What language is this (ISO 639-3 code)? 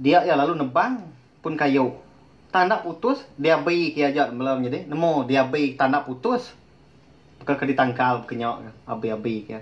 iba